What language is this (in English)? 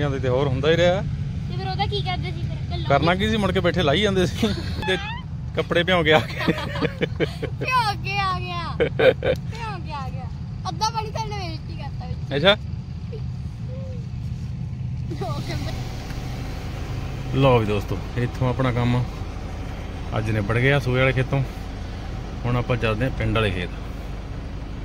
Punjabi